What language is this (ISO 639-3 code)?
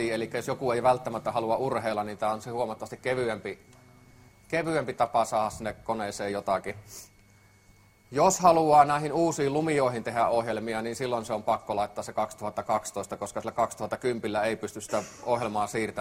fin